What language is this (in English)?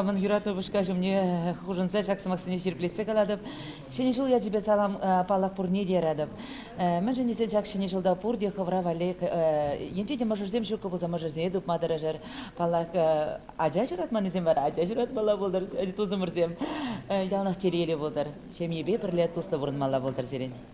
Chuvash